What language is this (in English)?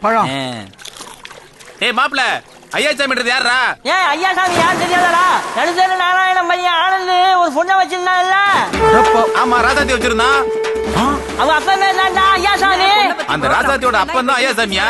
Tamil